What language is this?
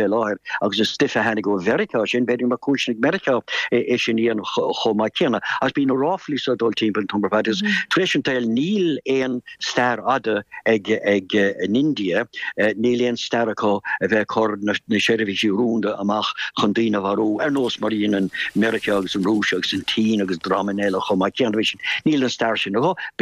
Irish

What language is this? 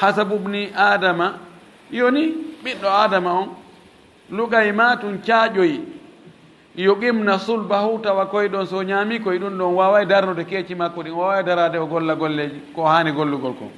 Fula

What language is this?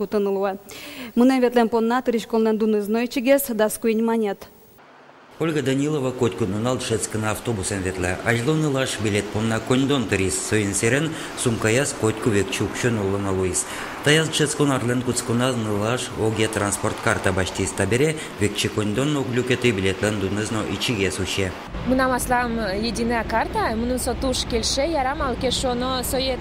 Udmurt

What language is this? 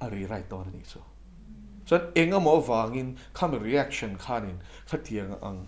Mizo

